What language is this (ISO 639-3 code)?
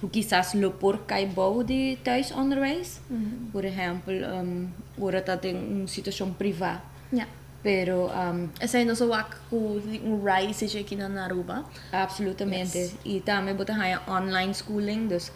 pap